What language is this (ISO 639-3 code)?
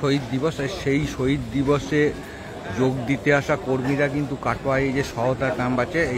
ben